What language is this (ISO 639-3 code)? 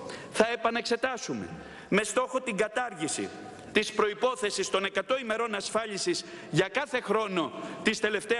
ell